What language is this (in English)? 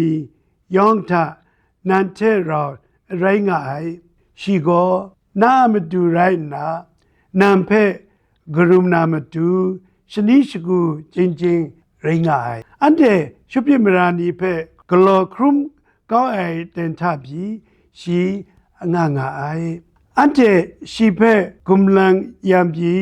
Kachin